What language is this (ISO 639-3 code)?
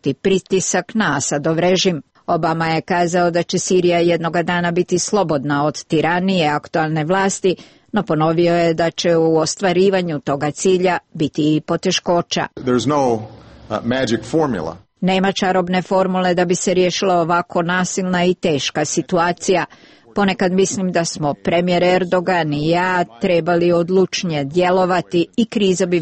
srp